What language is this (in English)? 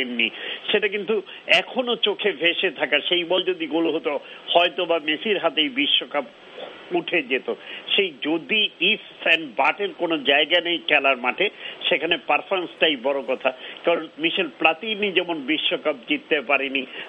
Bangla